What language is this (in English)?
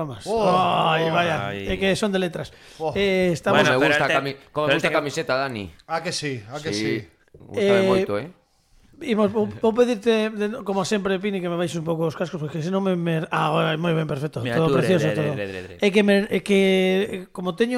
Galician